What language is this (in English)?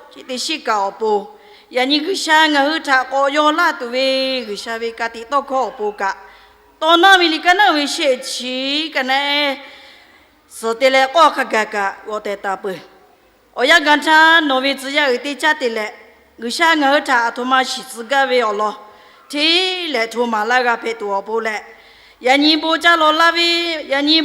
Lahu